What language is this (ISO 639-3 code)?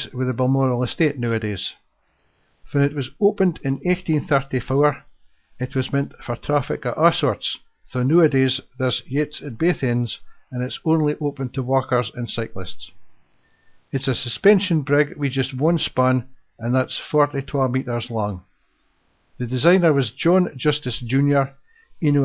sco